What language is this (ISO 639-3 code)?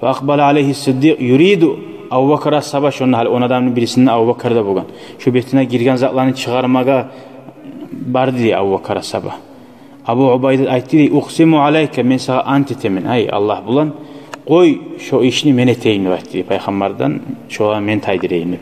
kum